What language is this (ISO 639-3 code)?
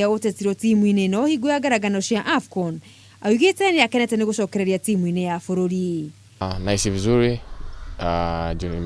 kik